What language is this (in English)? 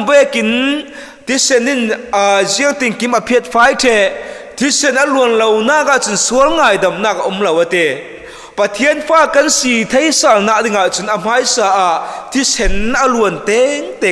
Falam Chin